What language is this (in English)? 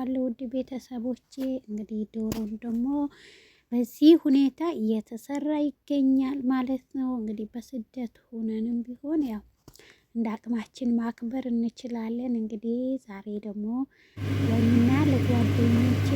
Amharic